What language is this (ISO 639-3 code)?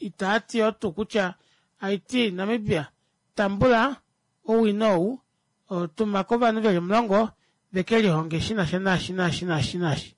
kua